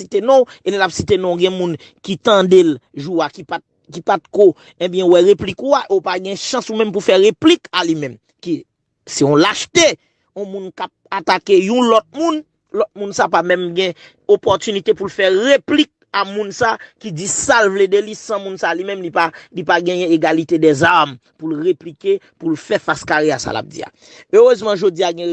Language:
Haitian Creole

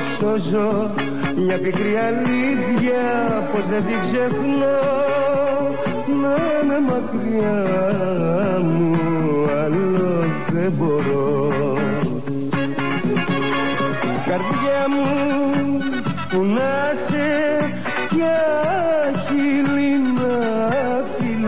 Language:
Greek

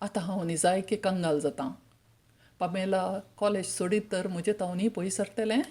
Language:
Konkani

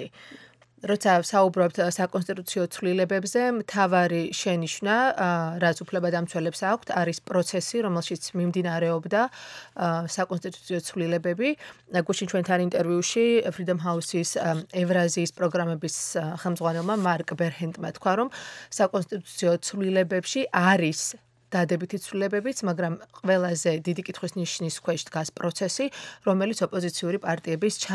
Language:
Georgian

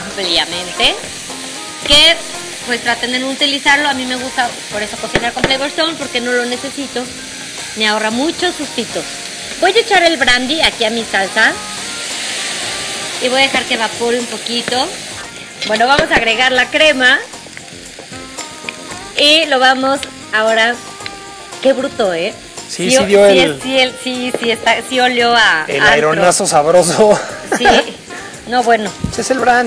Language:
Spanish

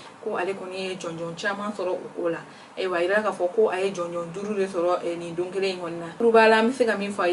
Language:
Bambara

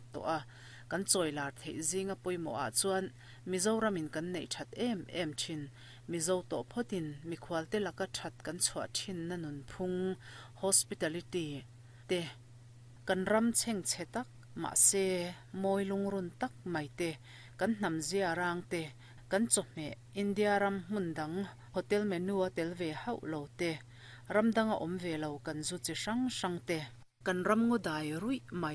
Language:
Mizo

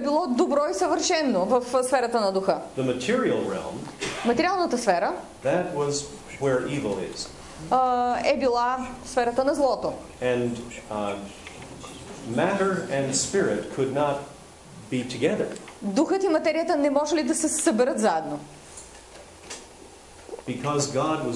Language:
Bulgarian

